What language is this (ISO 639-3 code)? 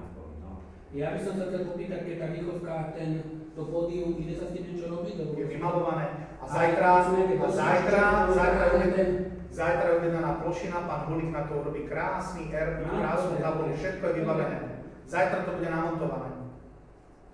slk